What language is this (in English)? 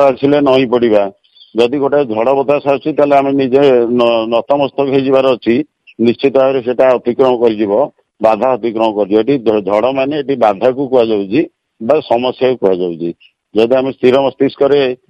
Odia